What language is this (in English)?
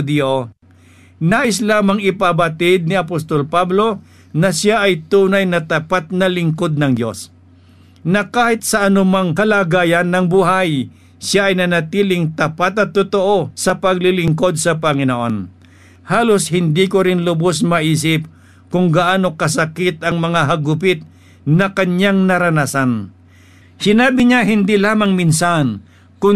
Filipino